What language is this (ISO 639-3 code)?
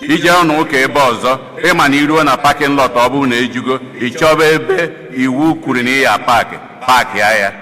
ibo